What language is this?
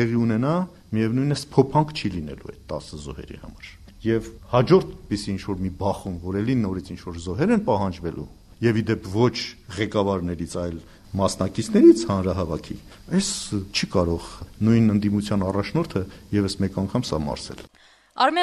Armenian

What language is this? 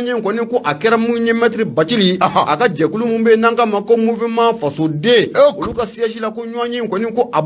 Bambara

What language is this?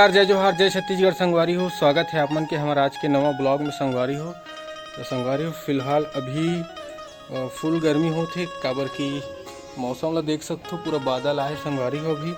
Chhattisgarhi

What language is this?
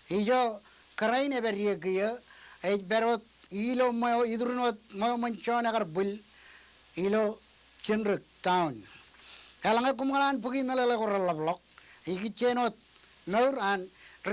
Marshallese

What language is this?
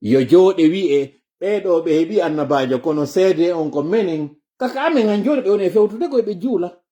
Fula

